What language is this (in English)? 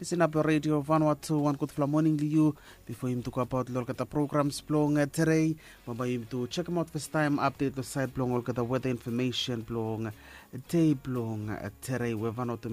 Bislama